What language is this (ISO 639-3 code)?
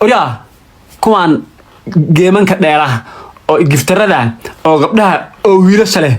som